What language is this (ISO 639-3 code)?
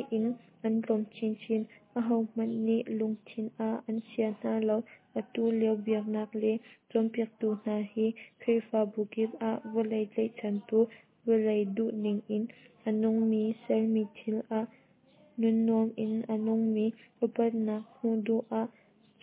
cnh